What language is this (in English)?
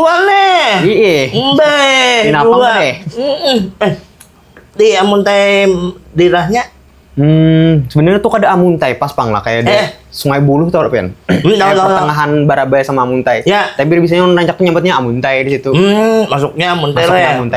Banjar